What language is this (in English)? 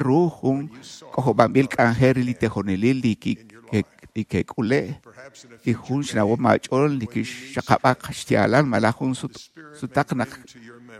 Kekchí